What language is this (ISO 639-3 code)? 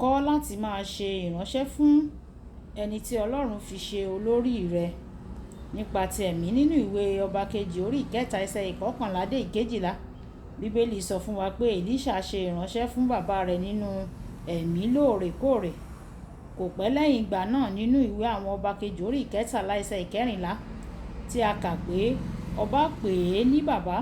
yor